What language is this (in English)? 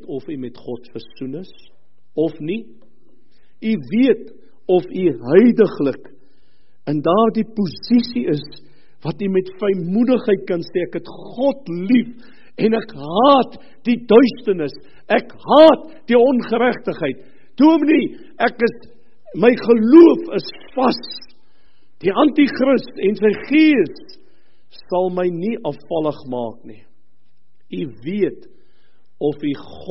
Afrikaans